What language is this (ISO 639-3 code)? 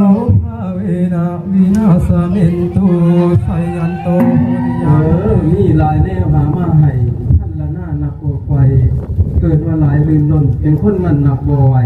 tts